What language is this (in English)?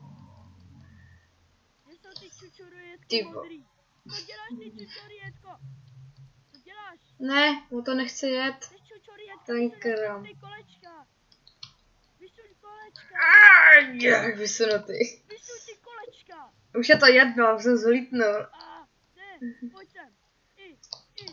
Czech